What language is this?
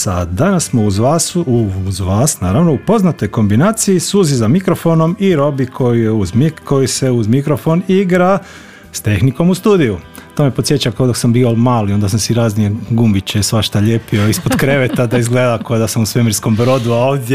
Croatian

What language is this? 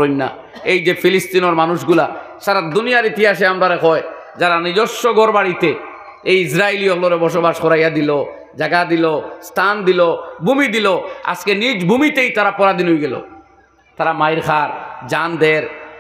Sylheti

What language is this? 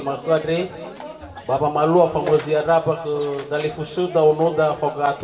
Nias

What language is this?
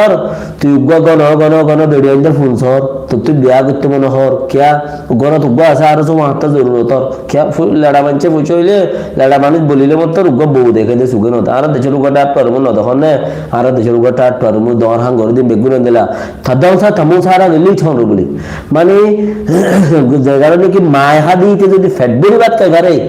Rohingya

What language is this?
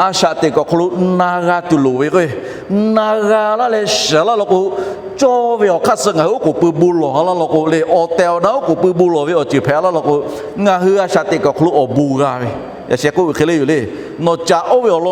Lahu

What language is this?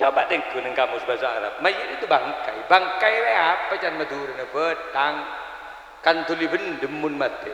Madurese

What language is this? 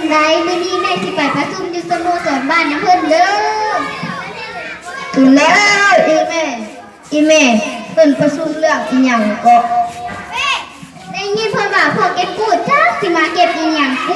Lao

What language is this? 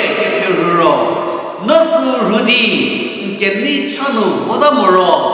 Angami Naga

